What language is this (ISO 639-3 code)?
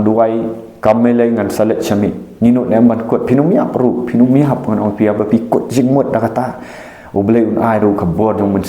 kha